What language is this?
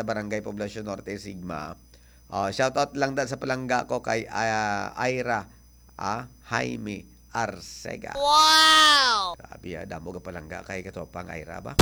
Hiligaynon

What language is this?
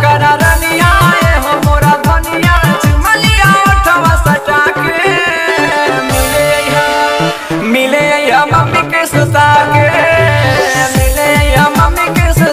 Bhojpuri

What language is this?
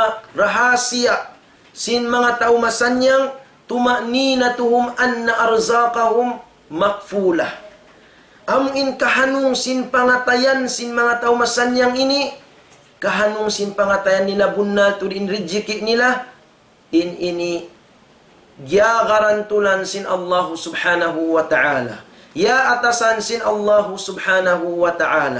Tausug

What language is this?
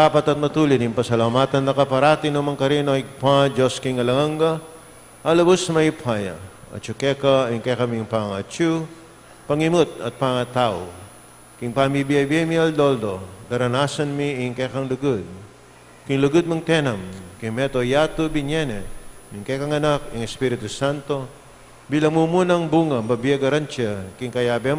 Pampanga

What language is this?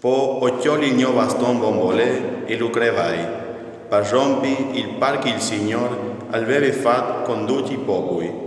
Friulian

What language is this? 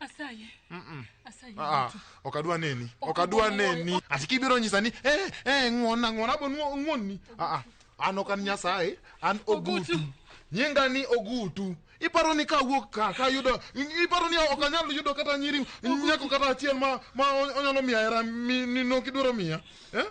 Luo (Kenya and Tanzania)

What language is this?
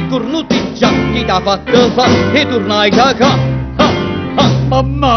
Neapolitan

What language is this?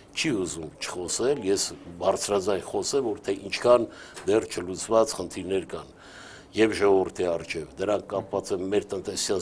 Armenian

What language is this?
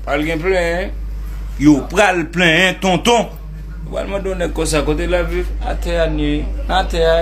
Haitian Creole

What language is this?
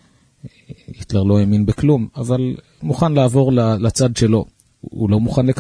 Hebrew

